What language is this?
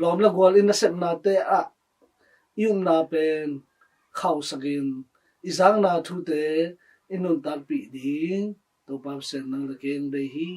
Tedim Chin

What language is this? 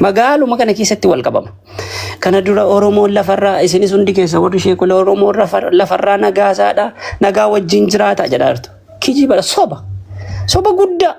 Oromo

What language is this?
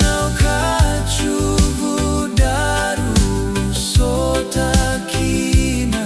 Fijian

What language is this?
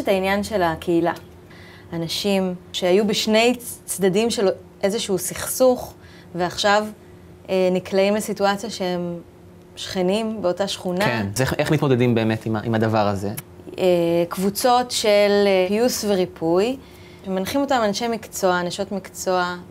Hebrew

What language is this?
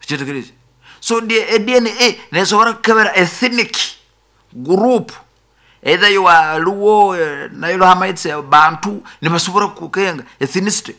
Nyoro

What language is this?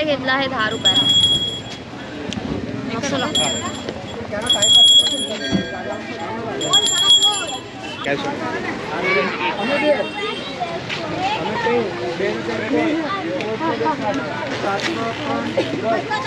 Marathi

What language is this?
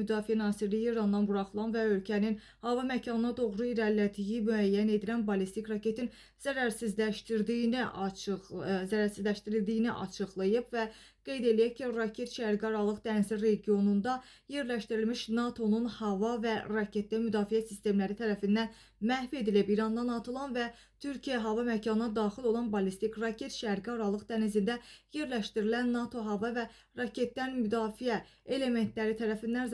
Azerbaijani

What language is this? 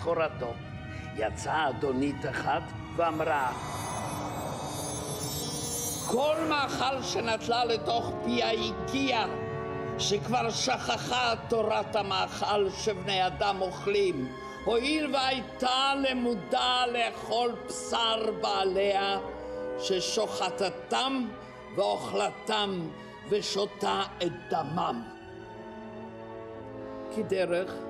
Hebrew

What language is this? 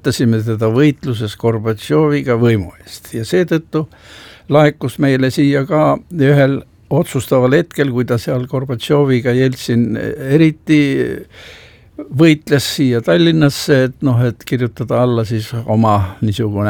Estonian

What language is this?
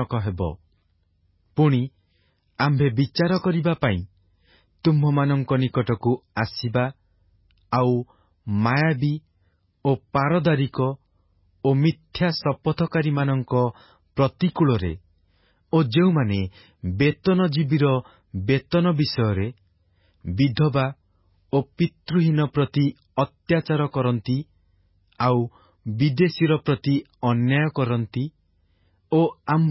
Odia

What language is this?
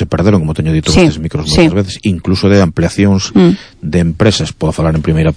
Galician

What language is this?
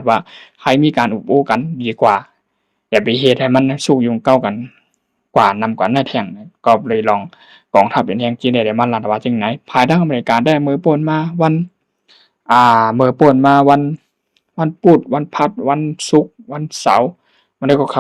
Shan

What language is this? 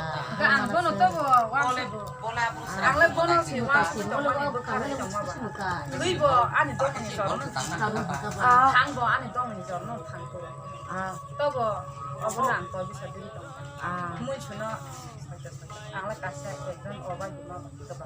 Kok Borok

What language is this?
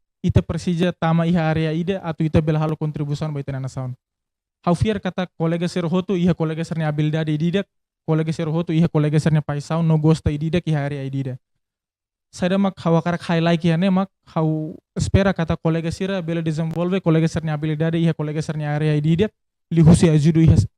Tetum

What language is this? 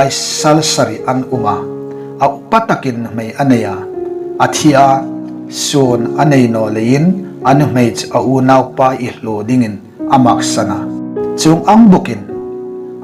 Hmar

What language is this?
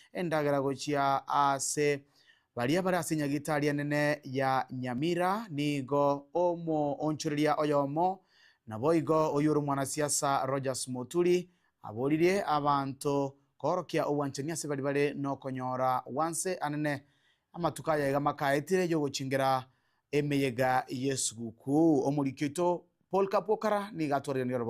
Gusii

